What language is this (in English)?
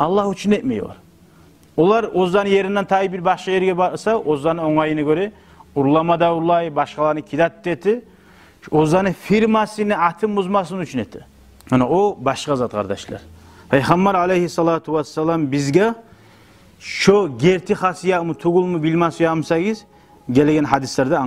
Kumyk